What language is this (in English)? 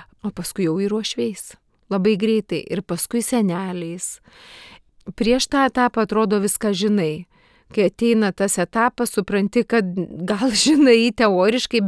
Lithuanian